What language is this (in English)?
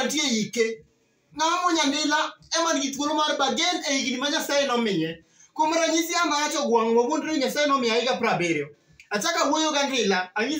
Luo (Kenya and Tanzania)